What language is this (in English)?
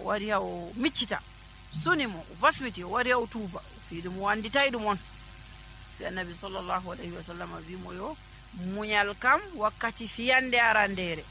Nigerian Fulfulde